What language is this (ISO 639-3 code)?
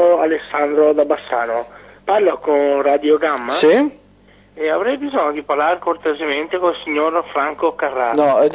ita